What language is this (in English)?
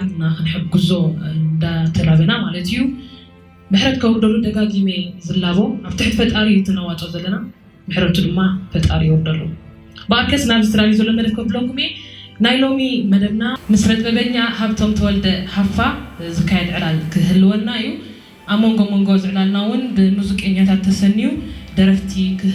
Tigrinya